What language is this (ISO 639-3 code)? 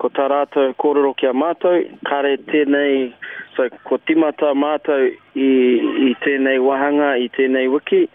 mri